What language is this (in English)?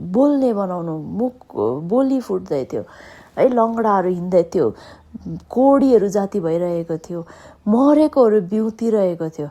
Nepali